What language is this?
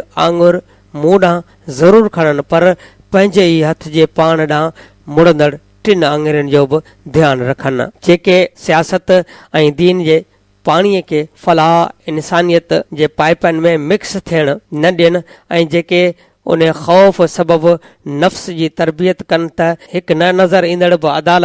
Sindhi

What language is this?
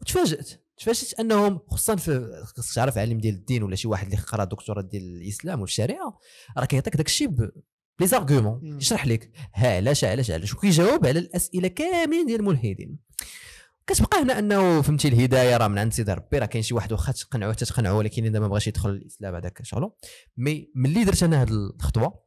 Moroccan Arabic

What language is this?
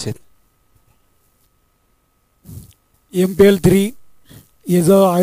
Marathi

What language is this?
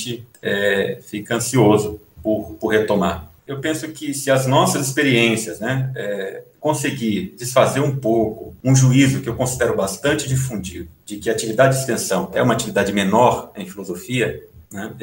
Portuguese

